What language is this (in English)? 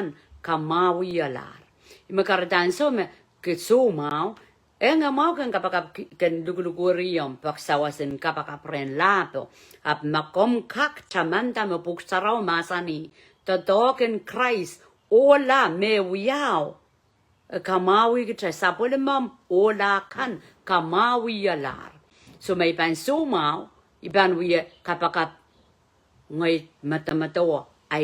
Pohnpeian